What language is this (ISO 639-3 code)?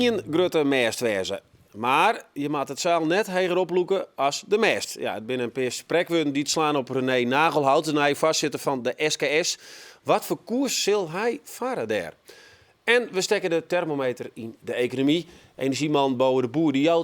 fry